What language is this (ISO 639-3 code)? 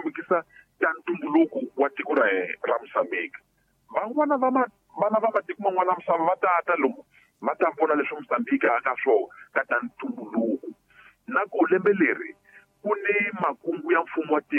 tso